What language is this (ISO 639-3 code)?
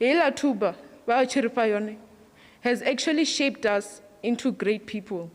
ven